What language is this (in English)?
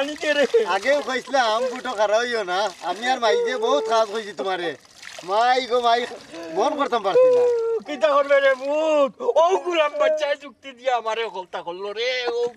Sylheti